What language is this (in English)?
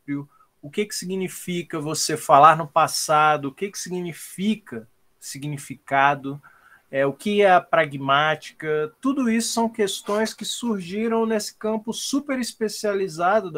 Portuguese